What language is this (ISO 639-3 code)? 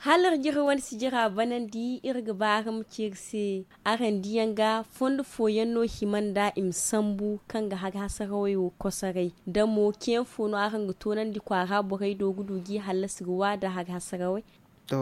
dje